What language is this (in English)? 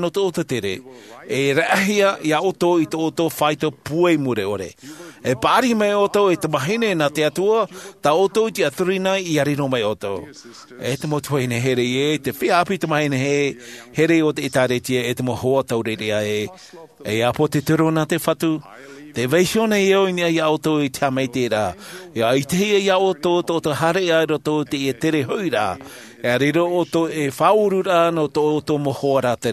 Tahitian